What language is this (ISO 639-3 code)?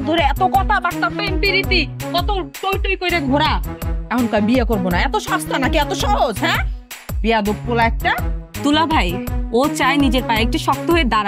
ben